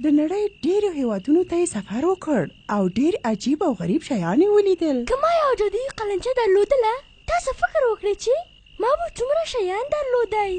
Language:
Pashto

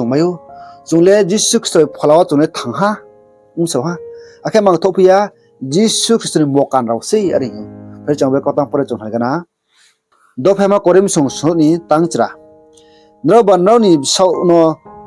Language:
Riang (India)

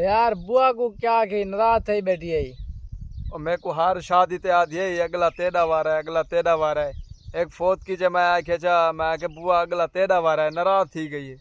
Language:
Saraiki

